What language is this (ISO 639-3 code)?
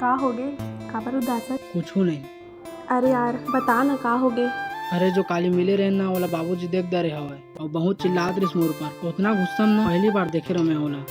hne